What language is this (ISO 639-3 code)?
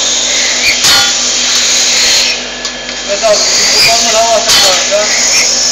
tur